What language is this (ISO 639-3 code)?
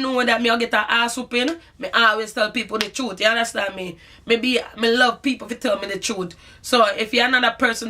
jam